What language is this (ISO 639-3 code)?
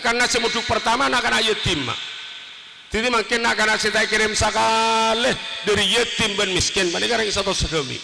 mad